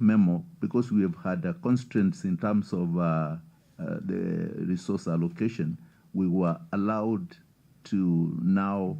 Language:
Kamba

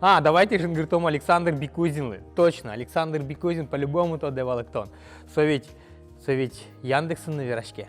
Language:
Udmurt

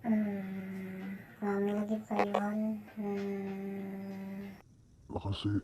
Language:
Banjar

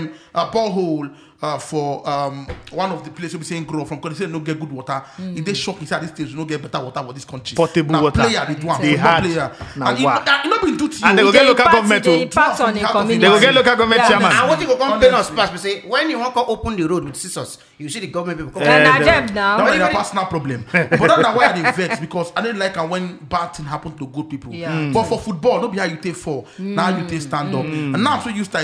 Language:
Nigerian Pidgin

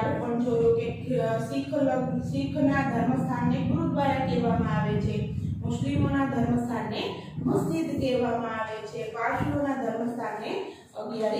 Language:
Gujarati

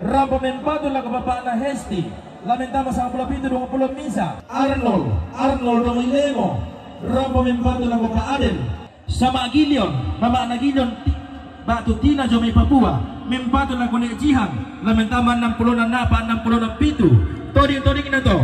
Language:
Toraja-Sa'dan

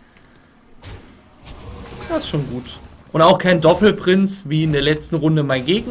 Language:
German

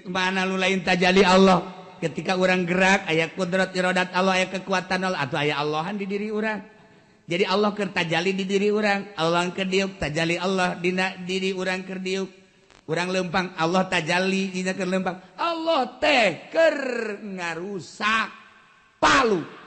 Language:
Sundanese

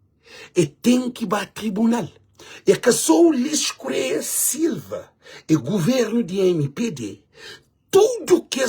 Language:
Kabuverdianu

